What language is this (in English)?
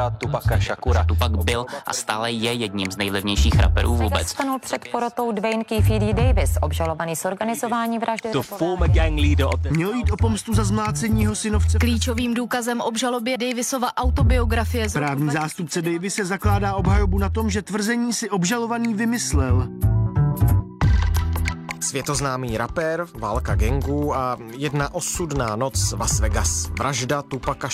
Czech